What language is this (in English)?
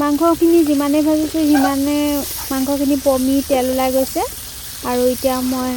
Assamese